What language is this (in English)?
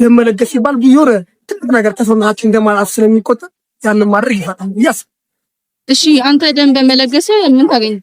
Amharic